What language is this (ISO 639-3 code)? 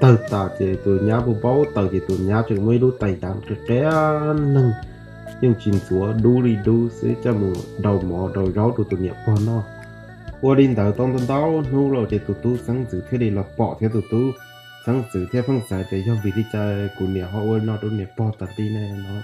hmn